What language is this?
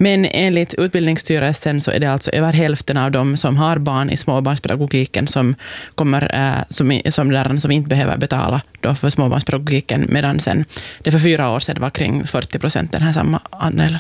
Swedish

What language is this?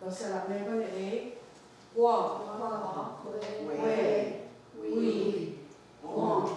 Mohawk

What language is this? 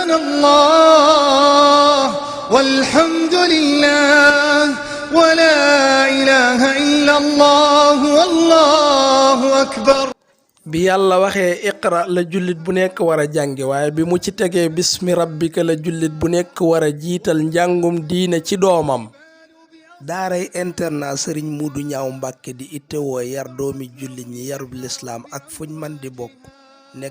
Wolof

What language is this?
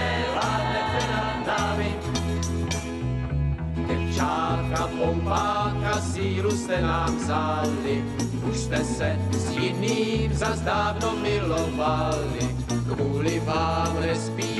Czech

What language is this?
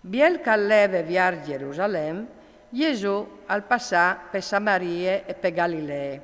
Friulian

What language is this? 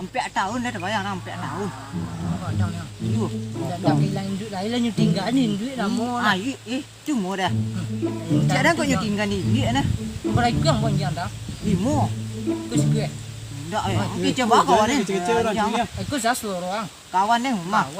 Minangkabau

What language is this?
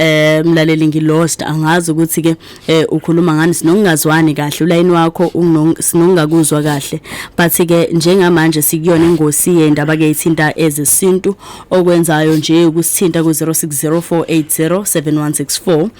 Zulu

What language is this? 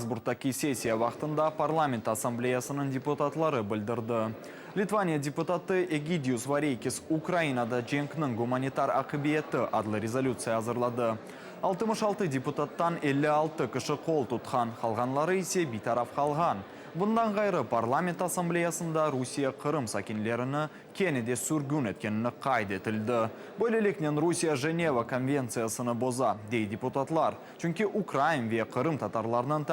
Crimean Tatar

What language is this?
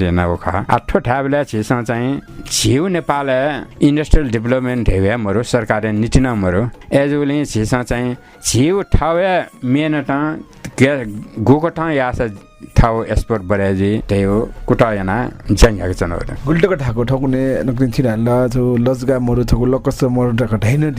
Newari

